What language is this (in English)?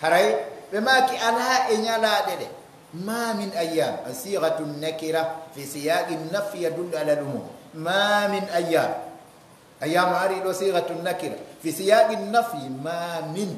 Pular